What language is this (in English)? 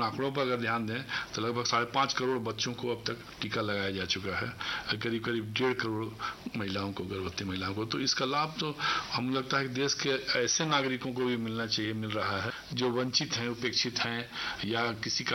Hindi